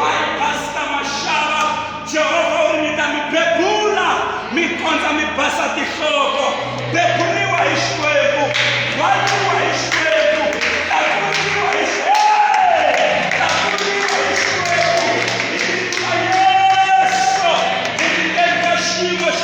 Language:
Tsonga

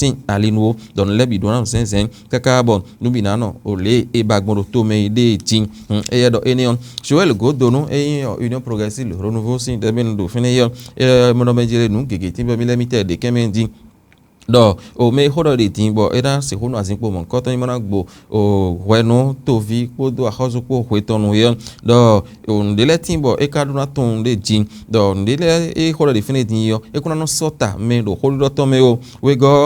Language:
Fon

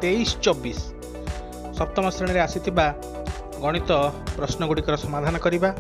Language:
Odia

